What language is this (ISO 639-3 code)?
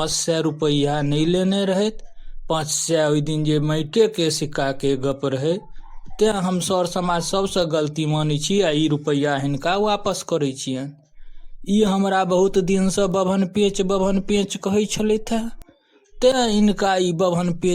mai